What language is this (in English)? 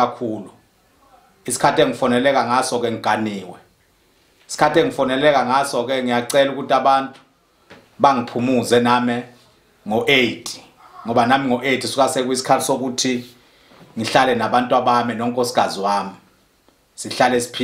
Zulu